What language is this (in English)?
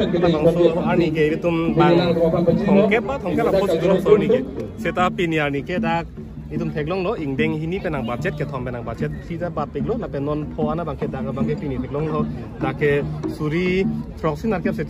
Karbi